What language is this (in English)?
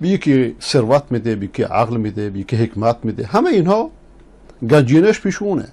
Persian